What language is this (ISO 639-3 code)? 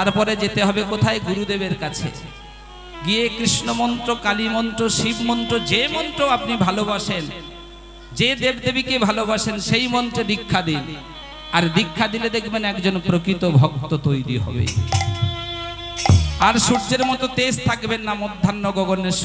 ben